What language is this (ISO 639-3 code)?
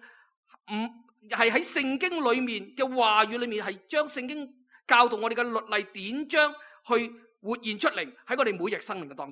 yue